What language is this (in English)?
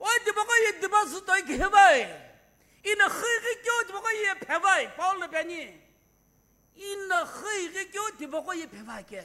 Sumi Naga